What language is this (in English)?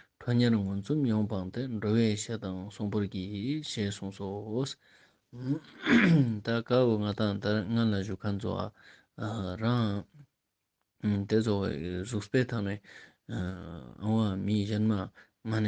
Ladakhi